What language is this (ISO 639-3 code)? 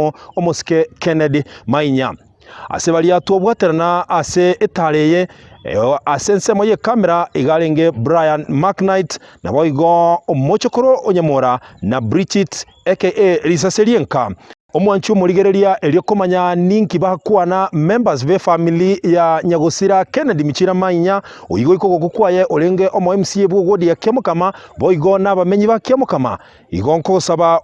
guz